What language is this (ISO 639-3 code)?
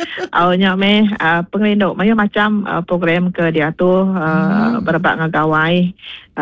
iba